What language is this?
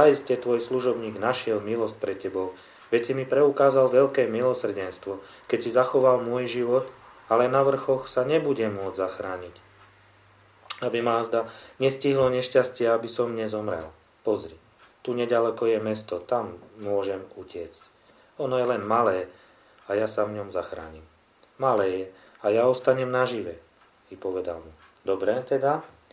Slovak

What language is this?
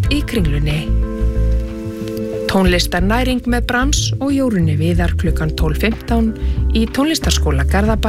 Icelandic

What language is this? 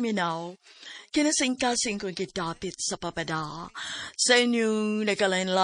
Cebuano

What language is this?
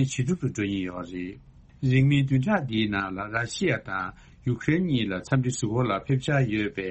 Tibetan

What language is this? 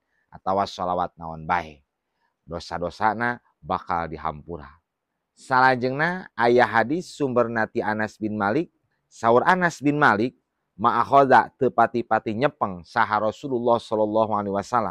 Sundanese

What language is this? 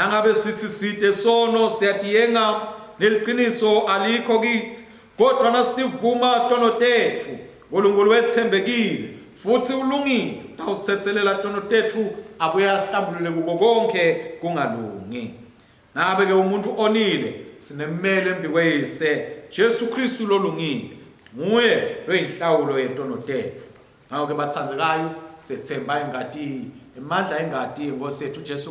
Swati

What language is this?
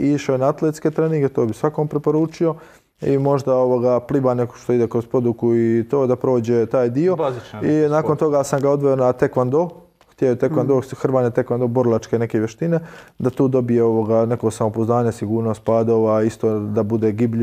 Croatian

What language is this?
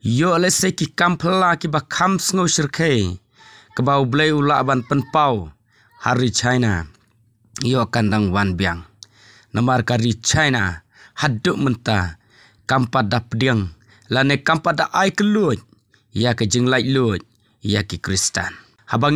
Khasi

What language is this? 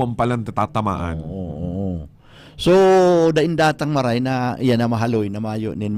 Bikol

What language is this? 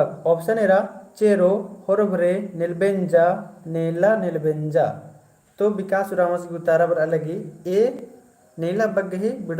Kurukh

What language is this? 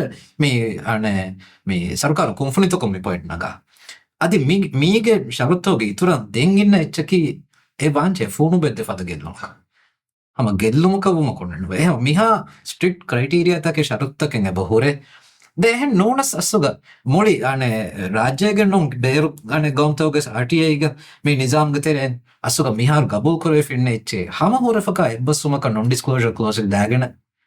Divehi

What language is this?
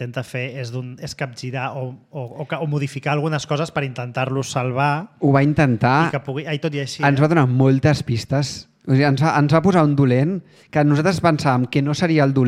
Catalan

